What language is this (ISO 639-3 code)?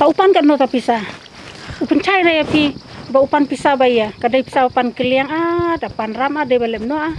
kha